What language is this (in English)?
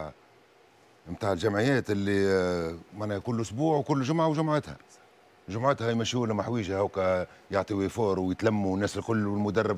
Tunisian Arabic